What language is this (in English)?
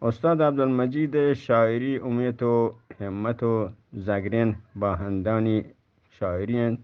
Eastern Balochi